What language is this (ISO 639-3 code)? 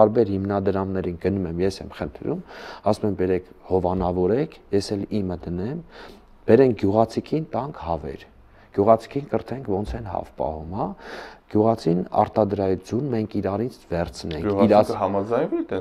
hye